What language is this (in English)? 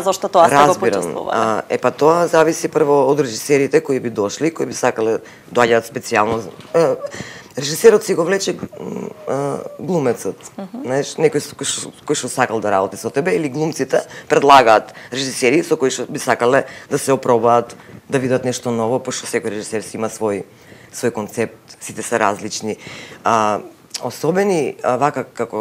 Macedonian